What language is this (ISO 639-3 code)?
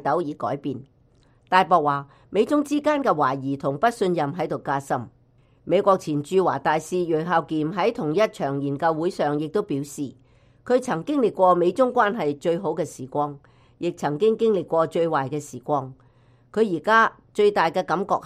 yue